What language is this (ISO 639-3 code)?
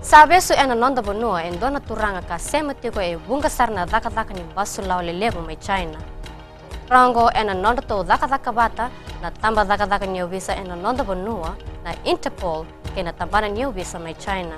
fij